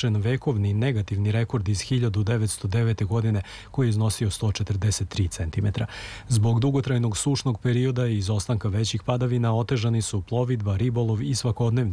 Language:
Serbian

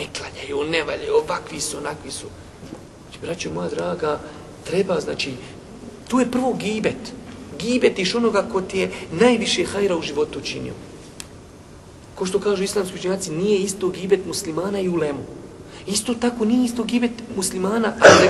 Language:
Bosnian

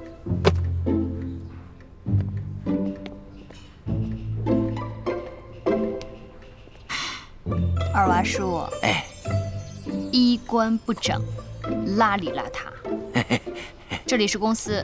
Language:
Chinese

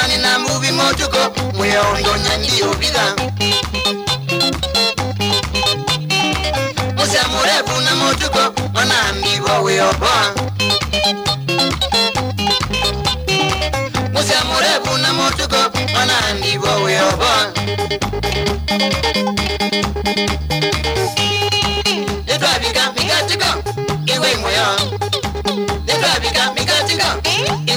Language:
Kamba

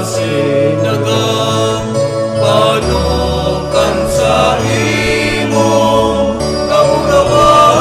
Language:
Bikol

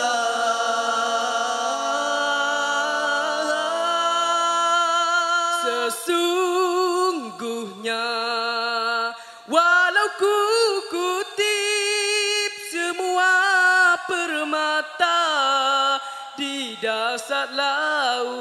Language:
Malay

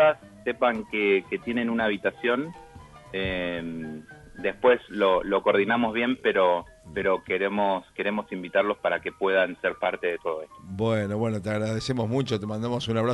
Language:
Spanish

